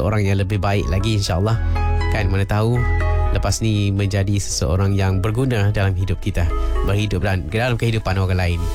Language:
Malay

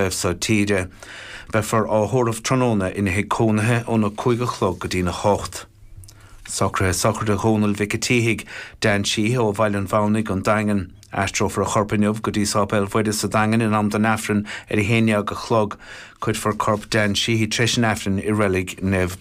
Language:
Irish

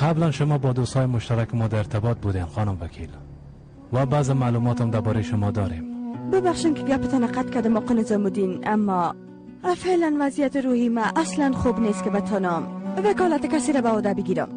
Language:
Persian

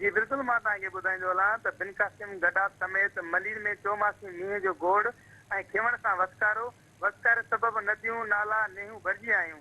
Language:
Sindhi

